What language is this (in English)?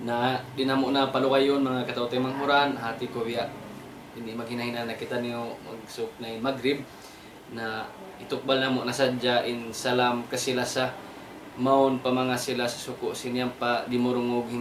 Tausug